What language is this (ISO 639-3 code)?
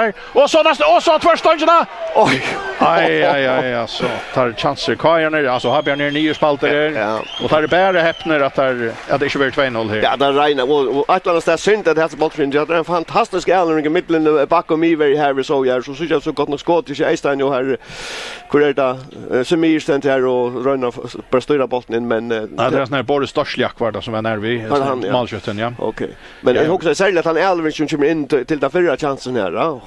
fao